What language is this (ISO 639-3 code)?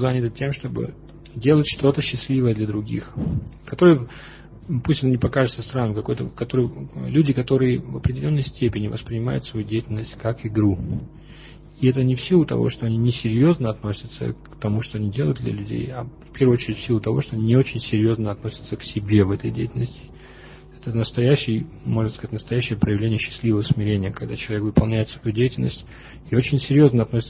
rus